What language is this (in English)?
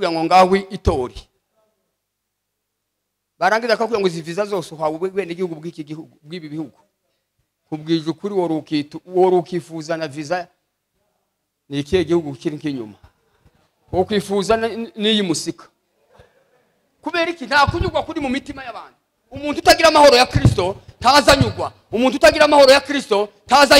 Kinyarwanda